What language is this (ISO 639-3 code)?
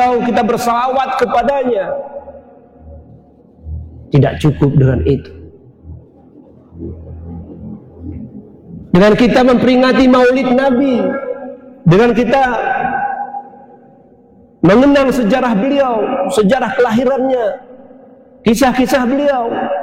ind